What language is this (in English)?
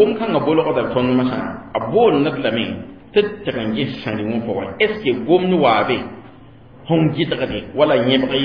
Mossi